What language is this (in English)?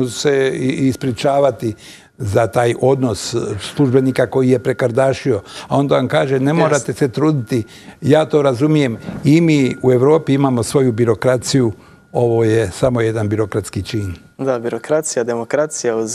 Bosnian